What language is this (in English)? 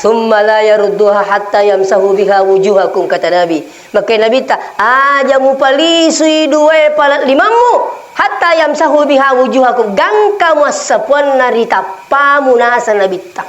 Buginese